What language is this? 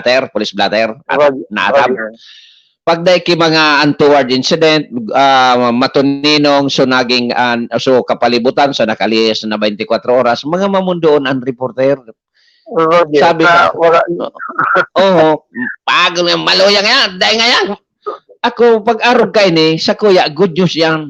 Bikol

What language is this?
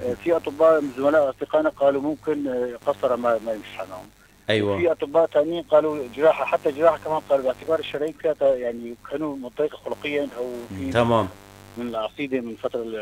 North Levantine Arabic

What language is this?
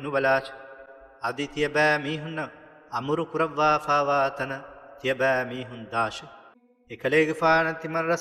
Divehi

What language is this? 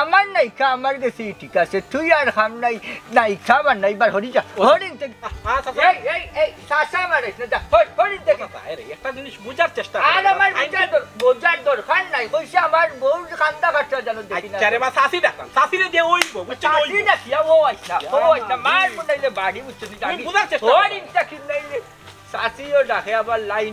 Sylheti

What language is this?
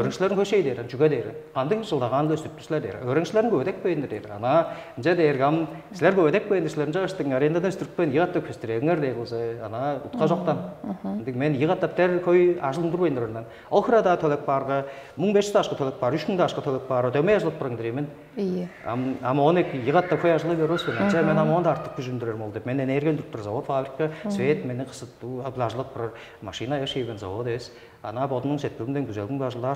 Tuvinian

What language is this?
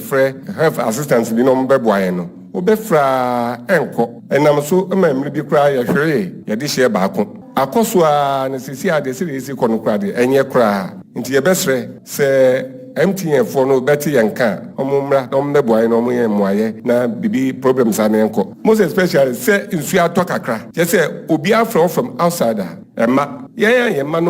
Akan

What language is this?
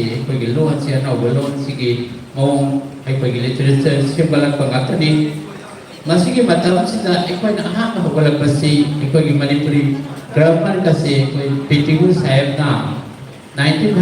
Manipuri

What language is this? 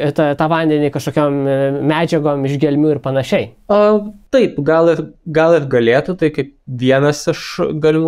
Lithuanian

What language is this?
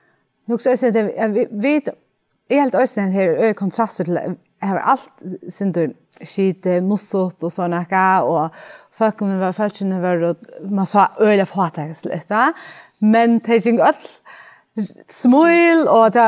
Faroese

